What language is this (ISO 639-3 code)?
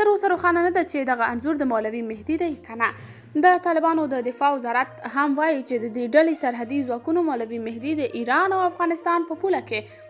pus